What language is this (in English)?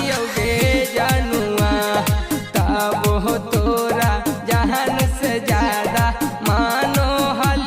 Magahi